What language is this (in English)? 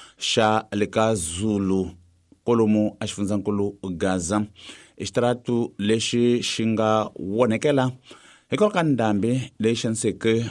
Tsonga